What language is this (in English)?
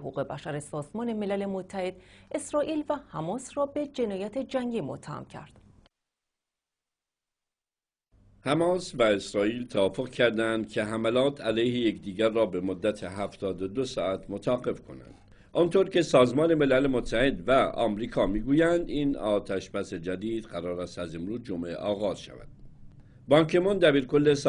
Persian